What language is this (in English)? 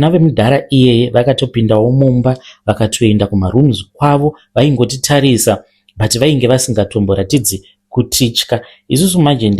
Shona